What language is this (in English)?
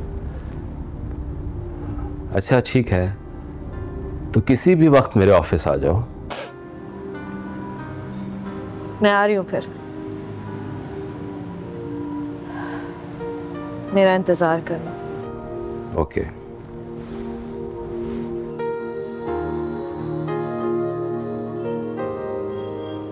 Hindi